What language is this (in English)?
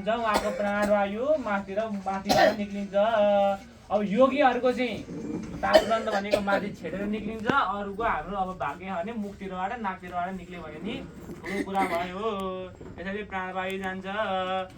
Nepali